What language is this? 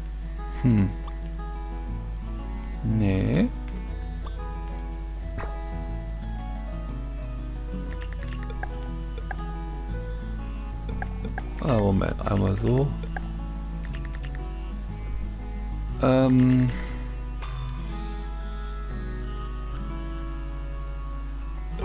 German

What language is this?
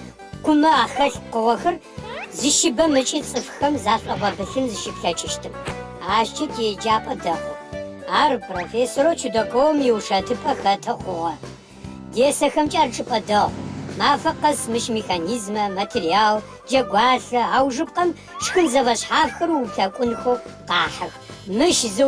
Adyghe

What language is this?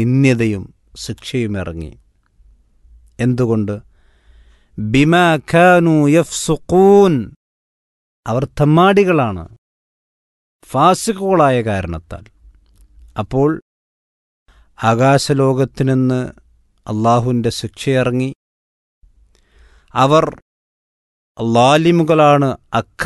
Malayalam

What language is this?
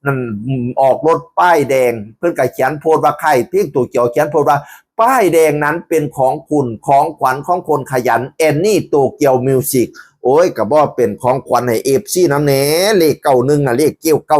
Northeastern Thai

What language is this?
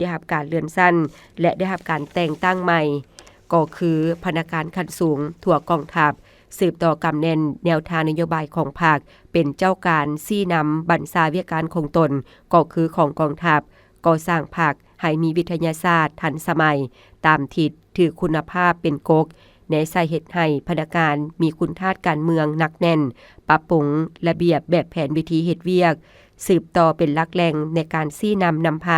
Lao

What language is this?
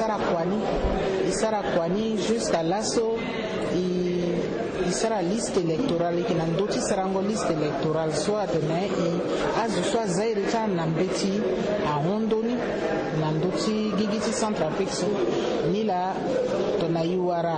Sango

